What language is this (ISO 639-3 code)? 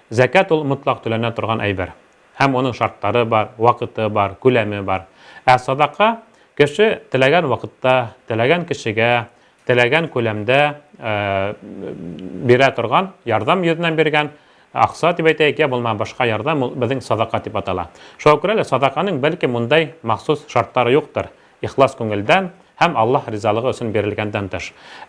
bak